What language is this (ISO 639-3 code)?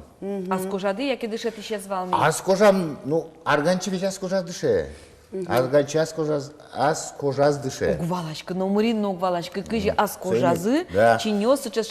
udm